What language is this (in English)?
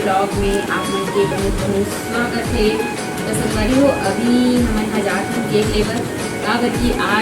Chhattisgarhi